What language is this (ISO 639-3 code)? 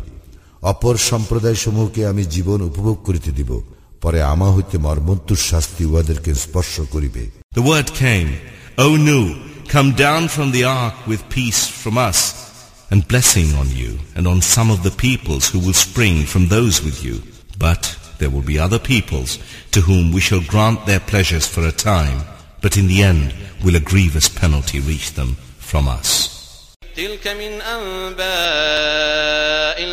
ben